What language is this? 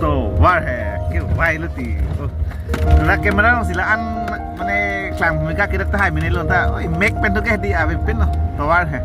Karbi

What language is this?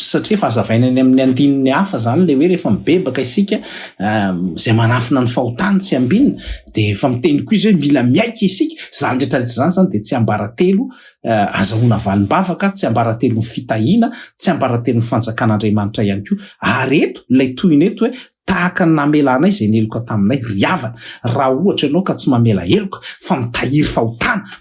Malagasy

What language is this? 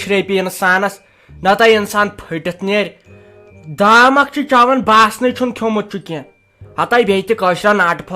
Kashmiri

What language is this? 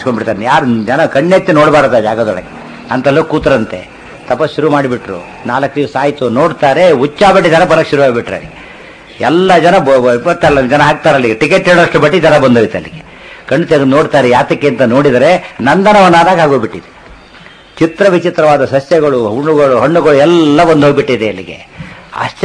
Kannada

